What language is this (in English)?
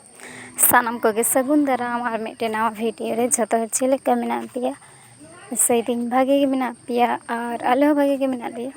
Santali